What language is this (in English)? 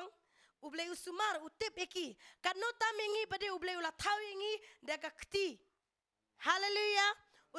Khasi